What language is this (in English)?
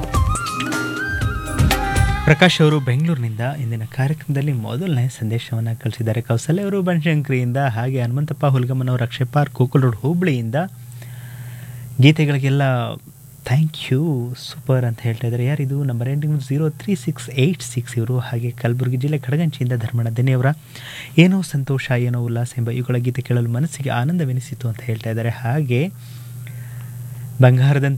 Kannada